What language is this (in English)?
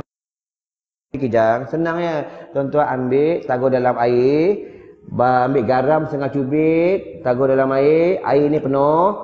Malay